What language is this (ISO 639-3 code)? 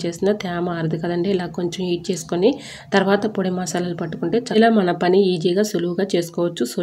tel